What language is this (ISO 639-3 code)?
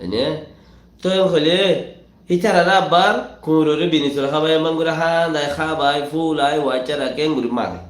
rhg